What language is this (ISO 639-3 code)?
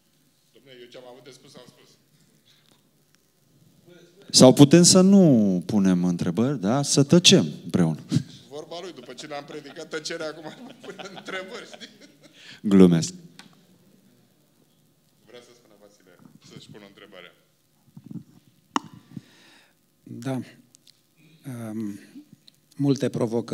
ron